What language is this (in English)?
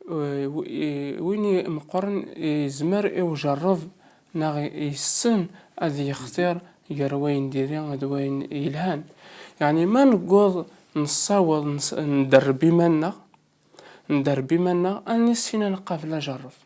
Kabyle